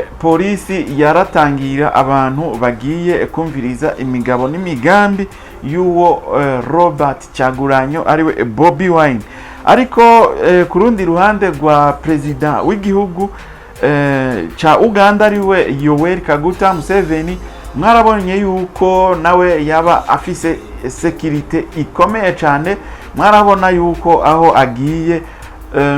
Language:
Rundi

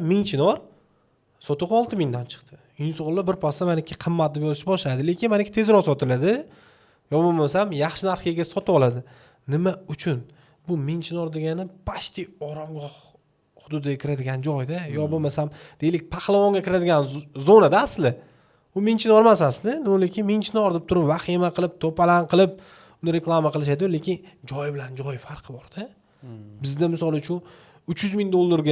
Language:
Uzbek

